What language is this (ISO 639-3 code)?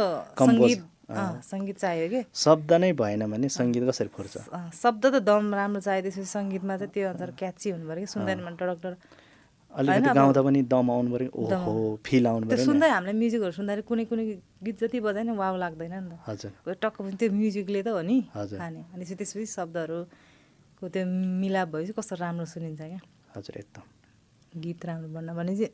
nep